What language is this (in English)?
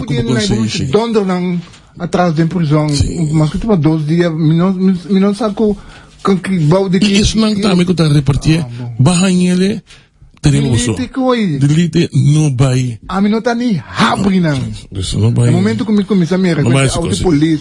Papiamento